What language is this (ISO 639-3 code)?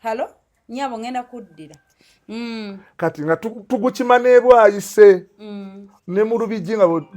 lug